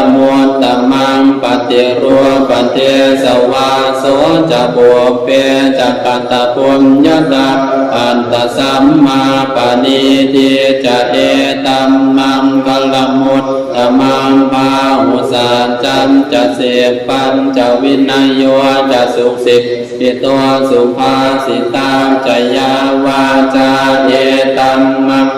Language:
Pali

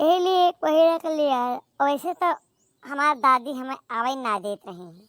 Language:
Awadhi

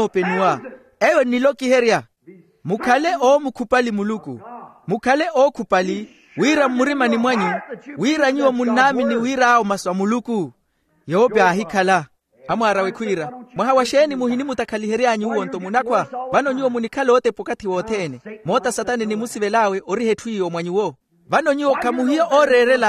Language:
Makhuwa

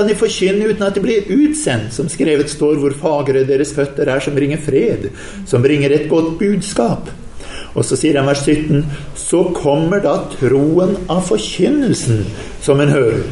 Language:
Norwegian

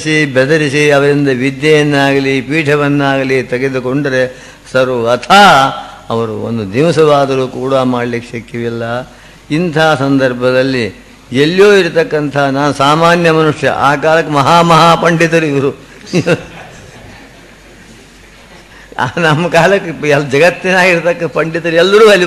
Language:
Kannada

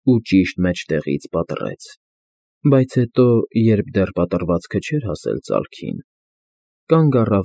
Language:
Armenian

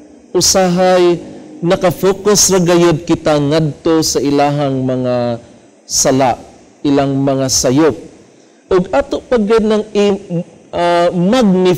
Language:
Cebuano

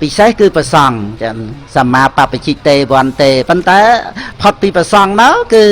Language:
Khmer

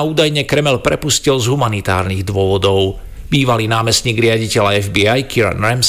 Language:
Slovak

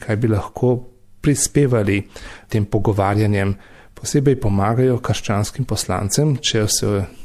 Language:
Slovenian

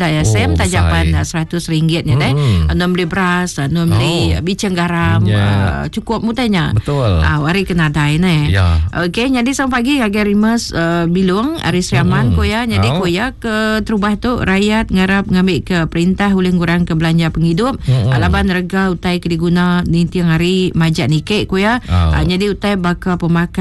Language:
Iban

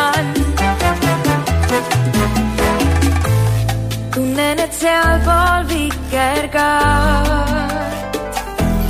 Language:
Estonian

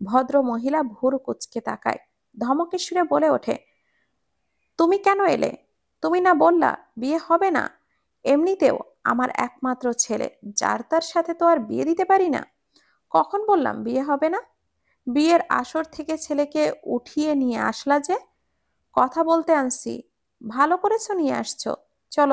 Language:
Bangla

